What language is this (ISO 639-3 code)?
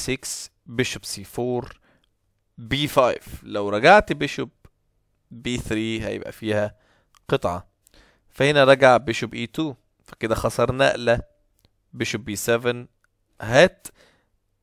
arz